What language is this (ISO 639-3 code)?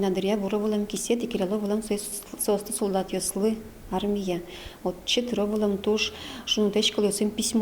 udm